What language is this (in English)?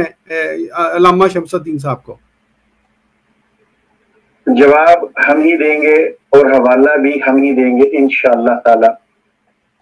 Urdu